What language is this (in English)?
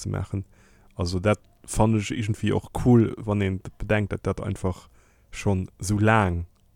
Luxembourgish